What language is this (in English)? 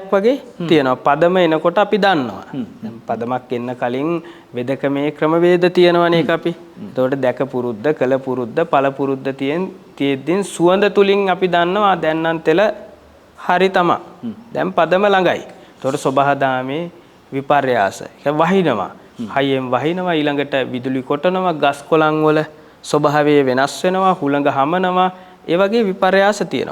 Sinhala